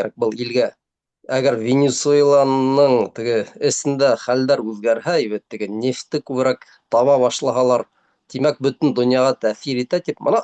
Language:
Bashkir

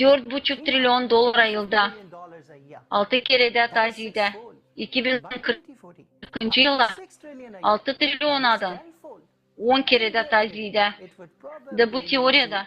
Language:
Gagauz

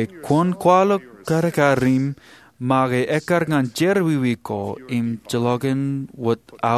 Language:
Marshallese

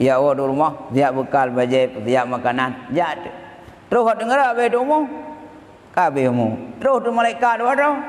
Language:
Achinese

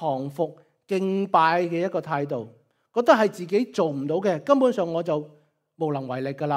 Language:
Cantonese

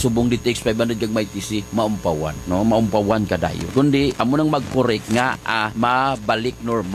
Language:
Hiligaynon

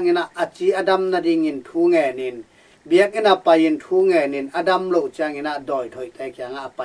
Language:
Tedim Chin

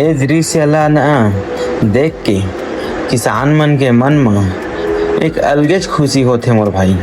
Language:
Chhattisgarhi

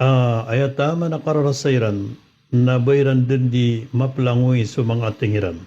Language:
Maranao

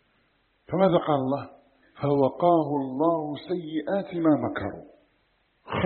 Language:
Arabic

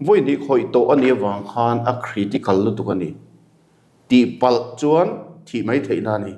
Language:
Mizo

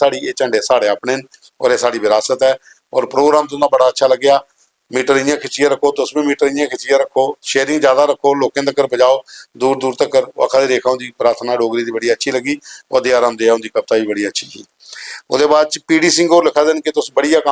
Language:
Dogri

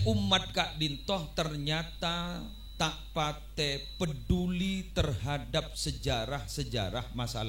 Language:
Madurese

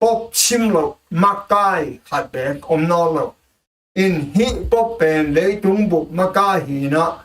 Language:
Tedim Chin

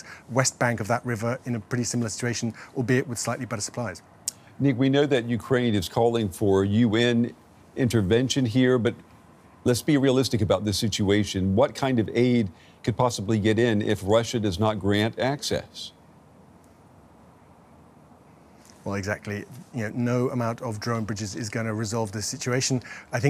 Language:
English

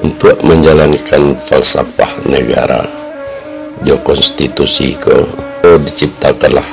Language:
Minangkabau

